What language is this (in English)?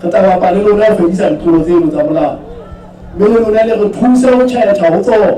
Southern Sotho